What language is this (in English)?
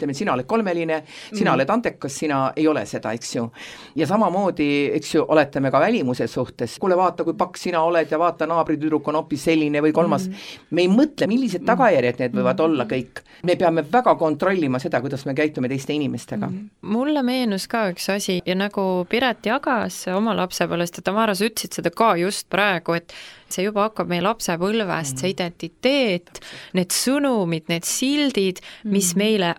Estonian